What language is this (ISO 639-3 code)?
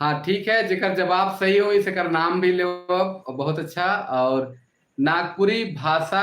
sck